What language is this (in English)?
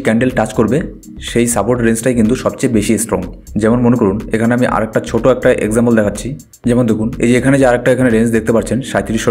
Bangla